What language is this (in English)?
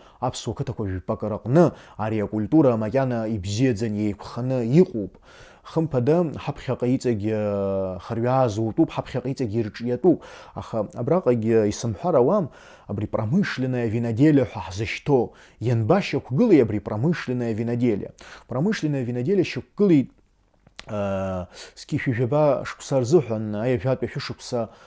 Abkhazian